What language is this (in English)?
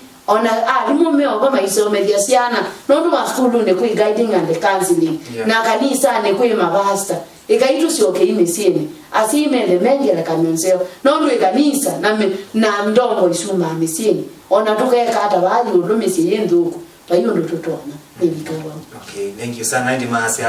Kamba